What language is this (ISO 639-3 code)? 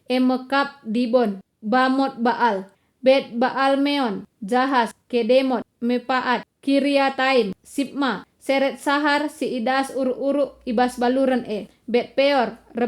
btx